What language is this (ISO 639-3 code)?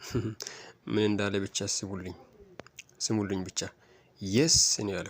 amh